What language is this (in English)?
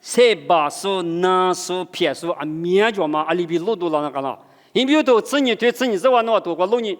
Lisu